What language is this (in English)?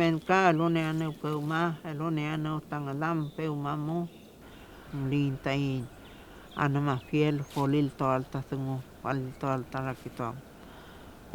Mapuche